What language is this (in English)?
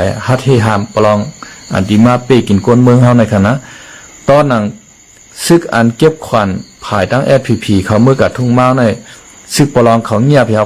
Shan